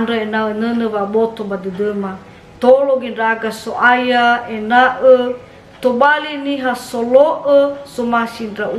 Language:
Nias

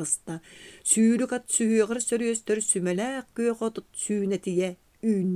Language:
Yakut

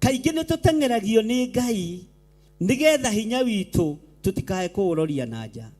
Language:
Kikuyu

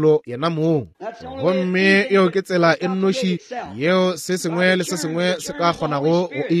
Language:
Northern Sotho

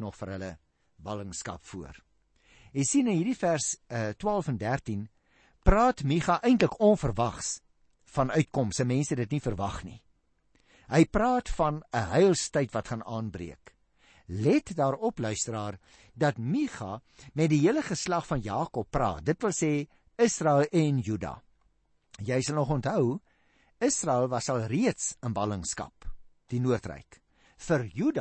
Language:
Afrikaans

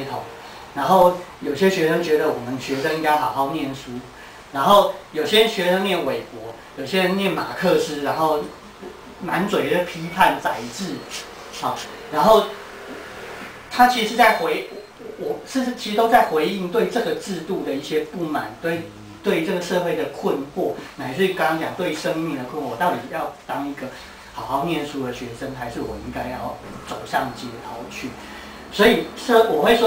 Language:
Chinese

